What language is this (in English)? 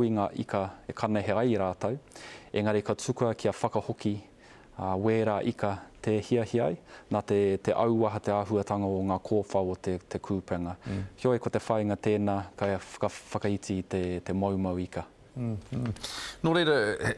Māori